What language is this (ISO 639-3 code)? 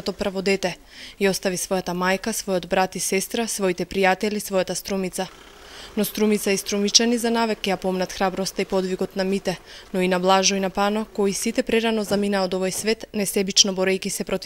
mkd